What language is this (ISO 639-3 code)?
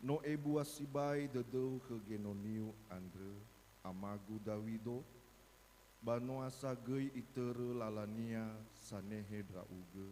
nia